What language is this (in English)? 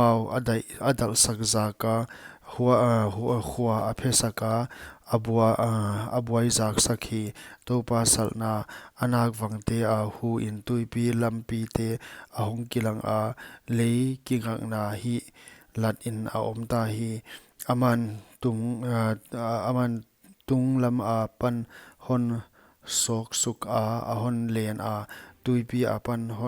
Paite Chin